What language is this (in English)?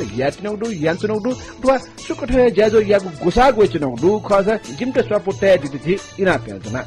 Newari